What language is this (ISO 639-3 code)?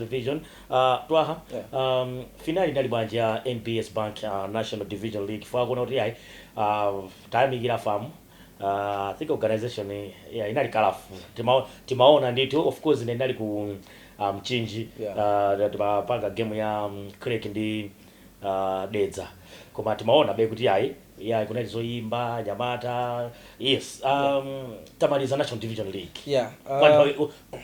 nya